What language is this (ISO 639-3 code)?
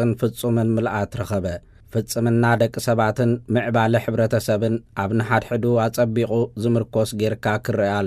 tir